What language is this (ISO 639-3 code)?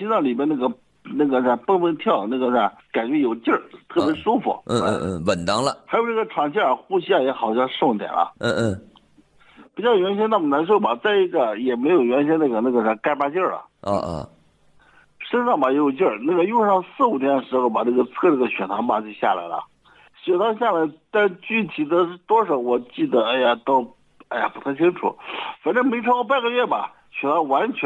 zho